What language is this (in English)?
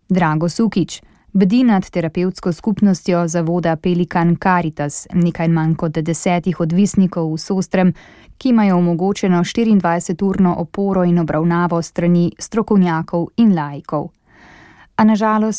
Slovenian